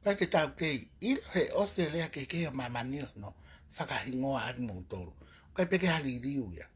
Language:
Tongan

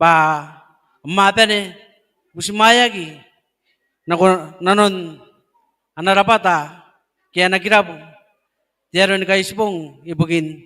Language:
Gilbertese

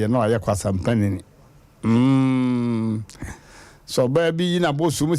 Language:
Akan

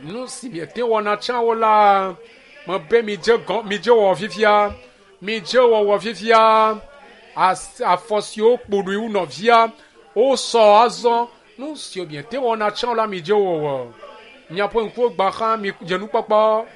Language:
Ewe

